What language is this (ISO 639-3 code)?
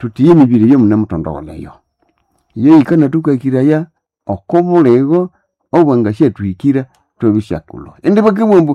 nnb